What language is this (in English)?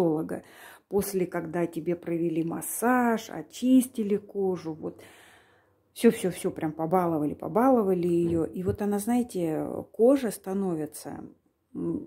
Russian